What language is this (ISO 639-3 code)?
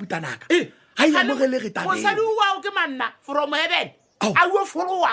nso